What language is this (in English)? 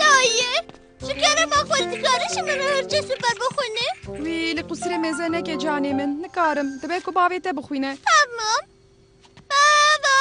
Kurdish